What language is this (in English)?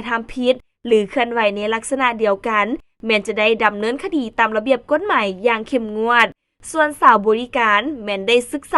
Lao